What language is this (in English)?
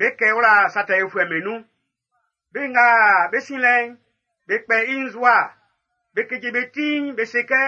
Baoulé